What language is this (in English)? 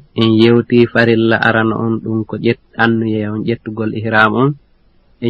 Fula